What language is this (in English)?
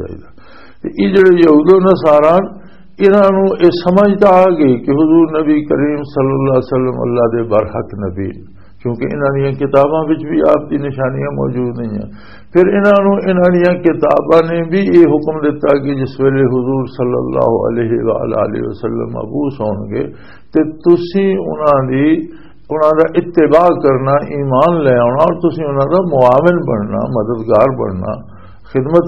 Western Panjabi